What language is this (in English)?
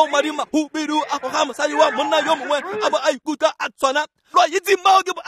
Tswana